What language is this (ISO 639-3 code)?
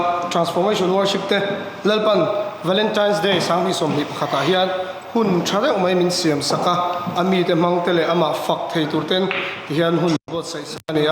lus